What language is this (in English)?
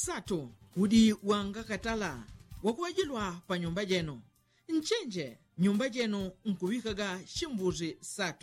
Yao